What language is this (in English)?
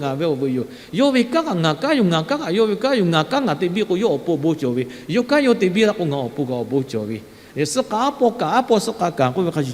Lahu